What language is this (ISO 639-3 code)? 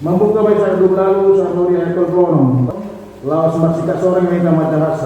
bbc